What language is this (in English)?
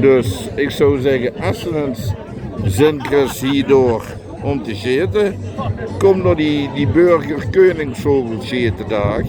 Limburgish